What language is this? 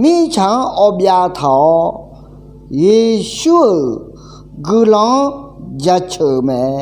Akha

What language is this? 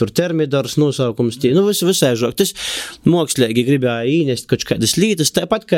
Latvian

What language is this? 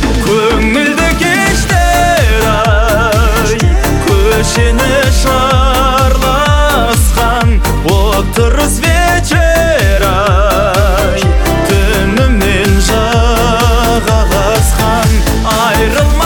Kazakh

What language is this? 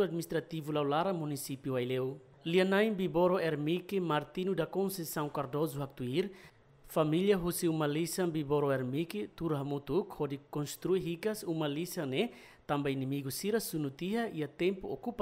Tetum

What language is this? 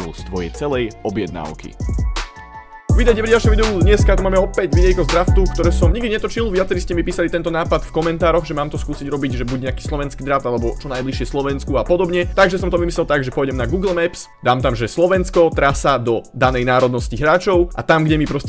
Slovak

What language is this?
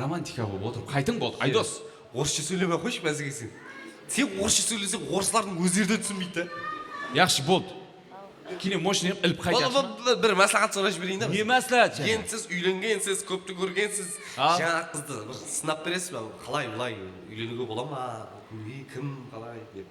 Kara-Kalpak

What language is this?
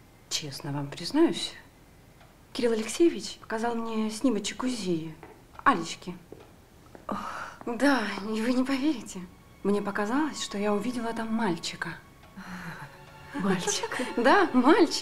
Russian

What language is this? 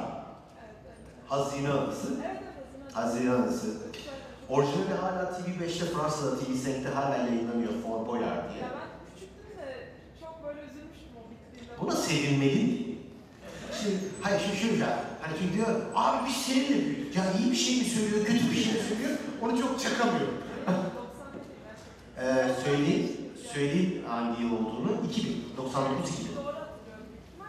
Turkish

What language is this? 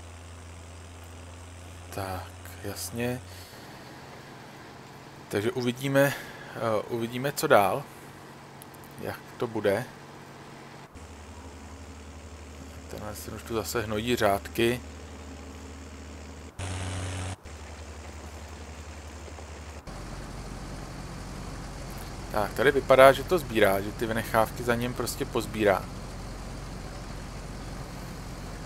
Czech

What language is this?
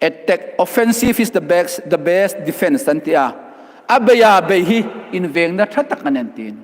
Hmar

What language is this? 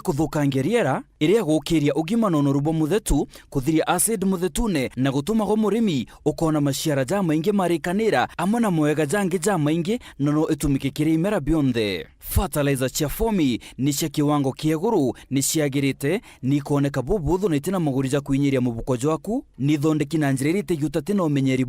Meru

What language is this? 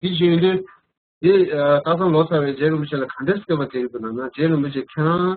Tibetan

